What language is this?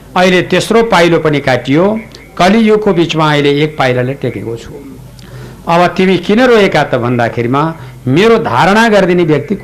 Nepali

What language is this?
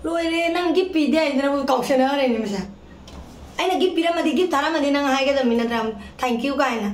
Manipuri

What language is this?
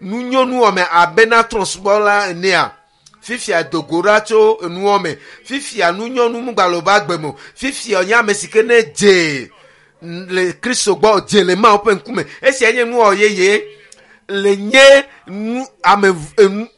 Ewe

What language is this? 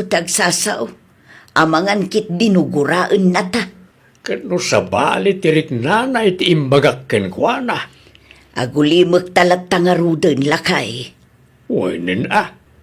Iloko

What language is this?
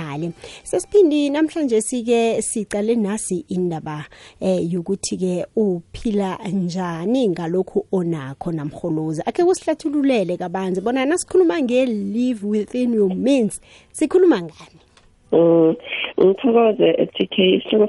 South Ndebele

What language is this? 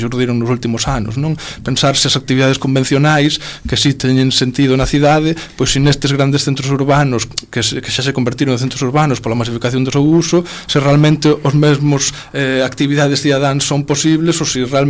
Galician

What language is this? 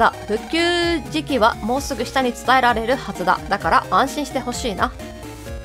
Japanese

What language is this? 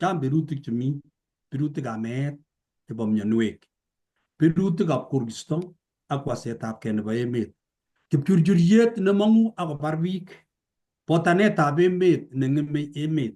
Kalenjin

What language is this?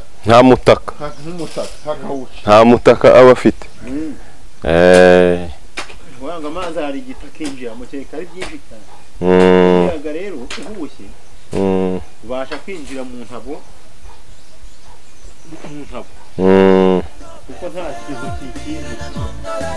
Kinyarwanda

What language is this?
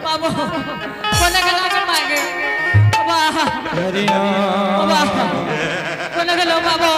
Angika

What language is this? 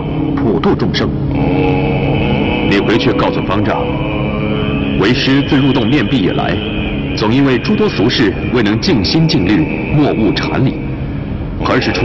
Chinese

